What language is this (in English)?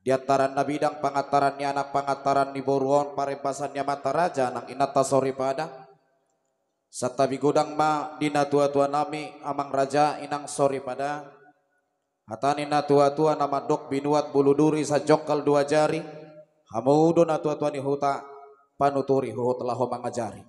Batak Toba